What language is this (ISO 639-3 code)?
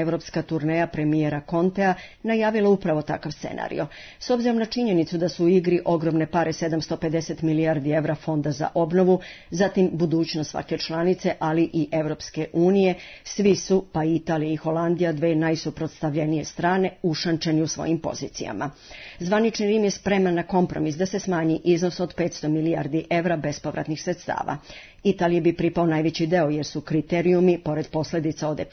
srp